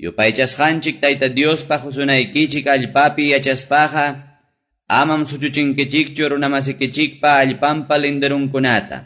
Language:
Quechua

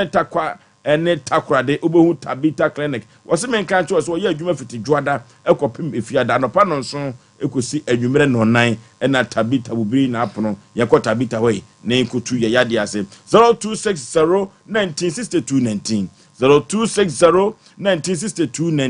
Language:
Akan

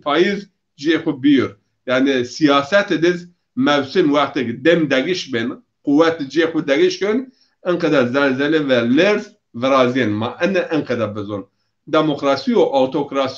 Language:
Zaza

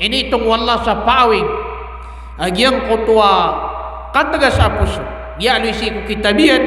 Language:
Maranao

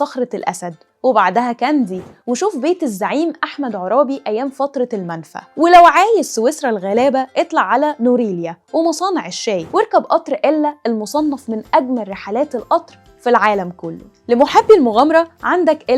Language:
Egyptian Arabic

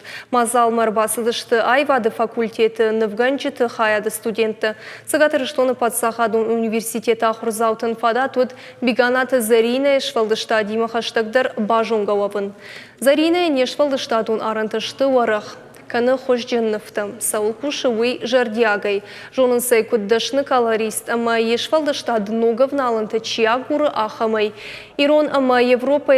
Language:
Ossetic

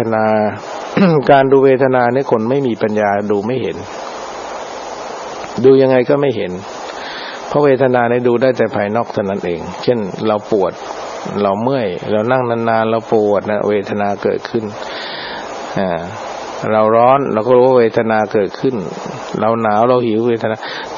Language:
Thai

